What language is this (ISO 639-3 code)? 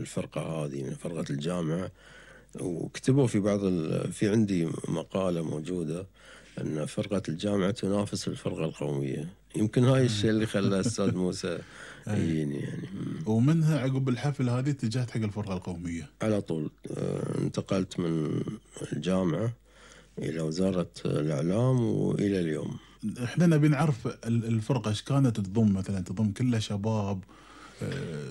afb